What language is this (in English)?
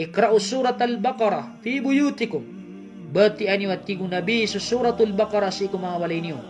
Maranao